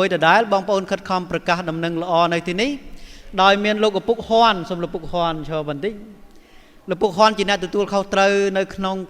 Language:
Khmer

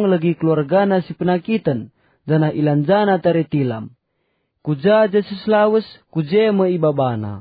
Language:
Batak Karo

